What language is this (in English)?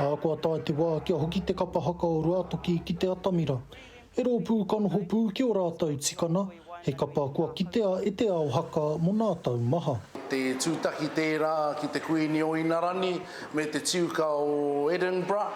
Māori